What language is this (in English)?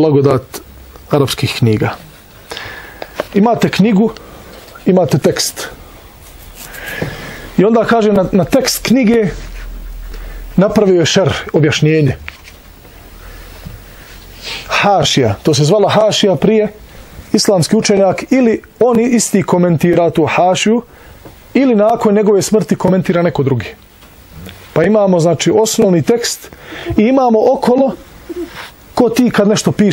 Bosnian